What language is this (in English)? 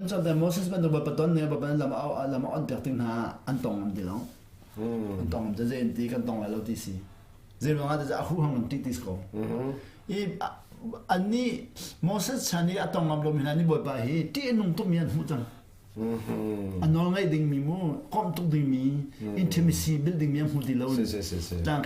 Hakha Chin